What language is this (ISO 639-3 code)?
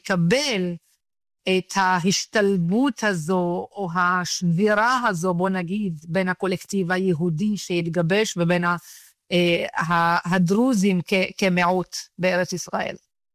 heb